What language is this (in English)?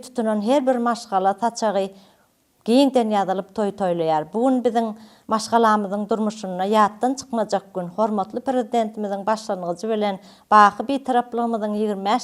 Turkmen